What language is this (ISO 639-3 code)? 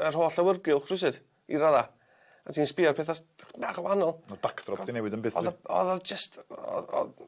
cym